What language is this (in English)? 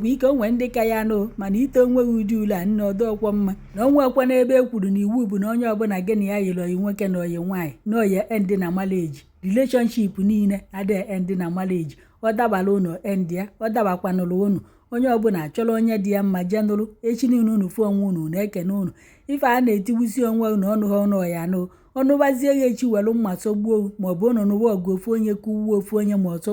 Igbo